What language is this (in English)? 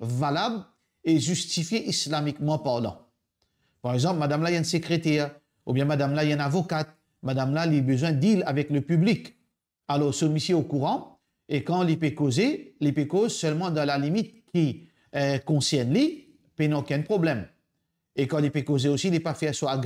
Morisyen